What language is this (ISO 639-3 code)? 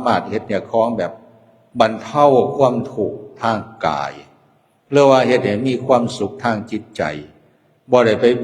lao